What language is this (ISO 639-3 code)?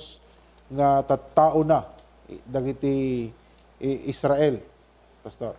ilo